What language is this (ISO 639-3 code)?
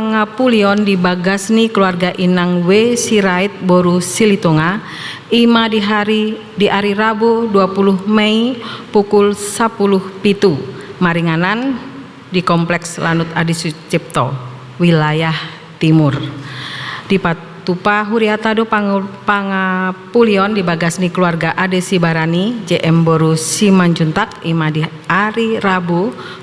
bbc